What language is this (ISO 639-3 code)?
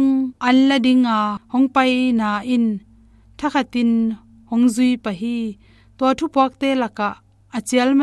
ctd